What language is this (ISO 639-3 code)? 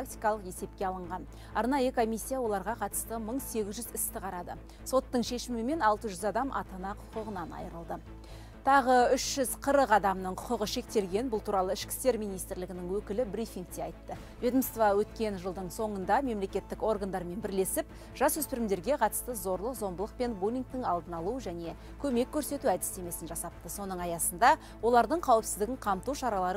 kaz